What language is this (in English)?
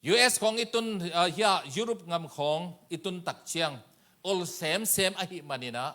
Tedim Chin